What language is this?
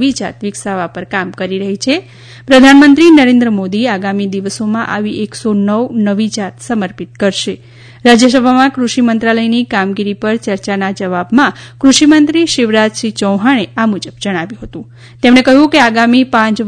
Gujarati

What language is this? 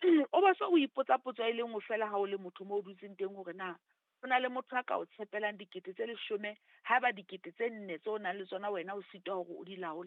Southern Sotho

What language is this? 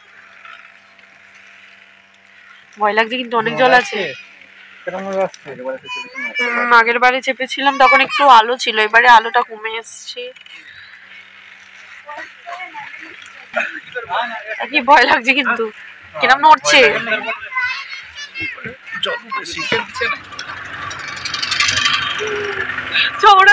Bangla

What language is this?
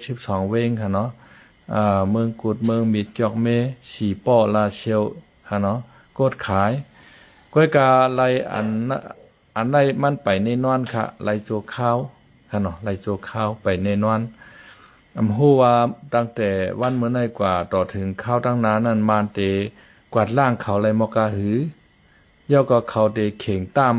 Shan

